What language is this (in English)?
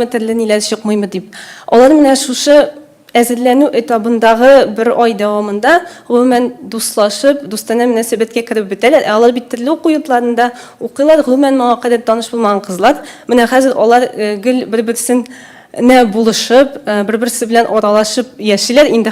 Tatar